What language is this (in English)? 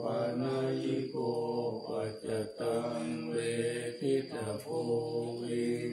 Pali